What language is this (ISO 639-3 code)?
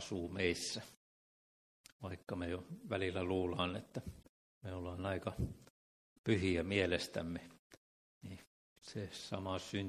fin